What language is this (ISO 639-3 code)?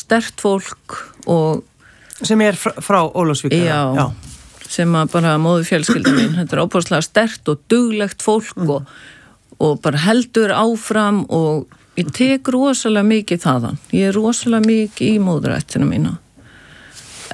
isl